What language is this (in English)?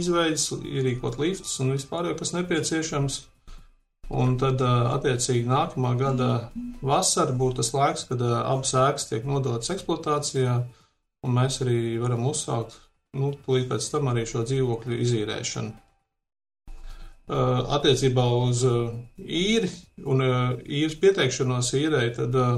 Latvian